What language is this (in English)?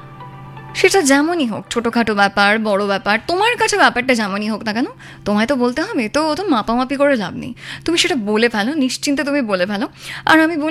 Bangla